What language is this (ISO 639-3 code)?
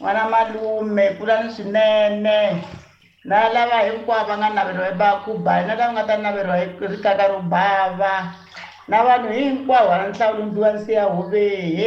tso